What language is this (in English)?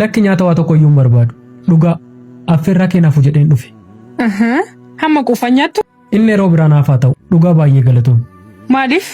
Oromo